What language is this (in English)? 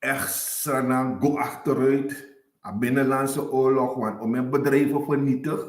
Sranan Tongo